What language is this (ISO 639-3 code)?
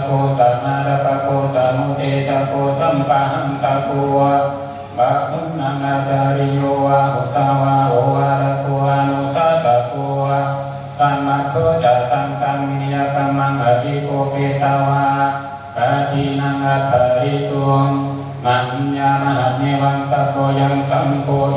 pli